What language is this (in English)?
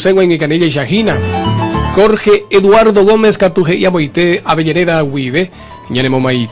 Guarani